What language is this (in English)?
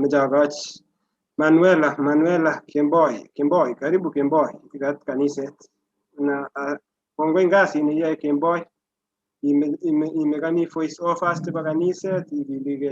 Kalenjin